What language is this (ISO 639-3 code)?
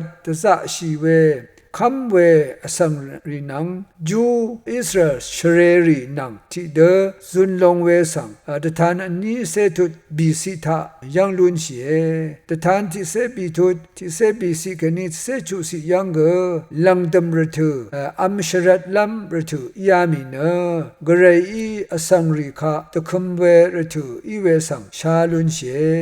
raw